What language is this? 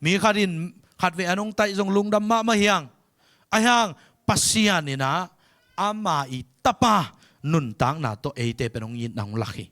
Tedim Chin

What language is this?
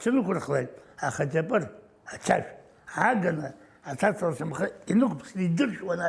Abkhazian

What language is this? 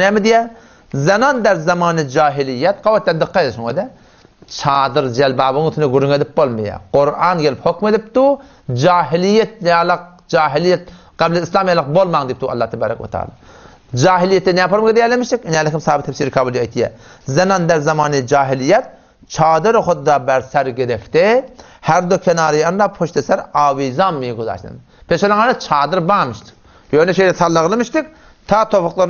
Turkmen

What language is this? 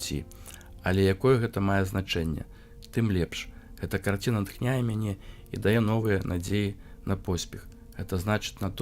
Belarusian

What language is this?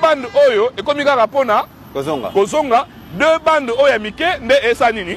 Lingala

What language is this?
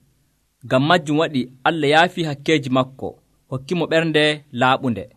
Nigerian Fulfulde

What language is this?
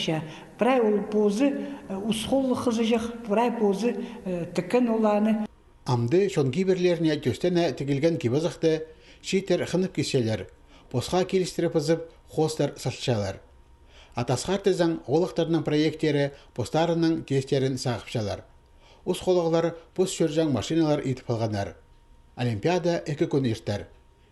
Khakas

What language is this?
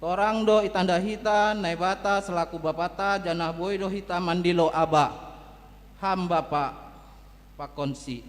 Batak Simalungun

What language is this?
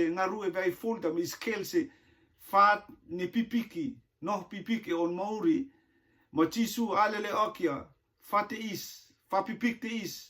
Rotuman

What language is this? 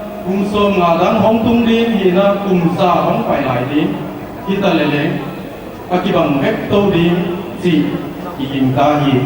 Paite Chin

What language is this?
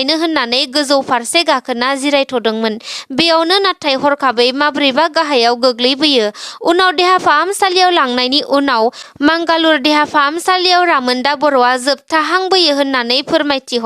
Bodo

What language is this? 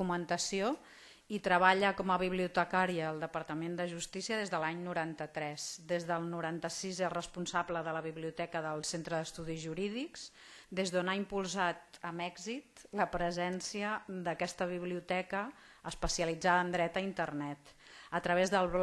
Catalan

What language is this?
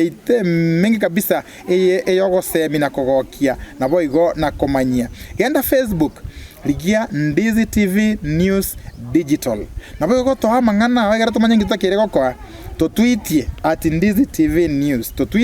Gusii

